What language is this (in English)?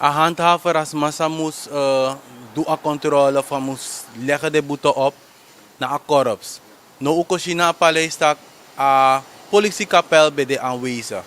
Sranan Tongo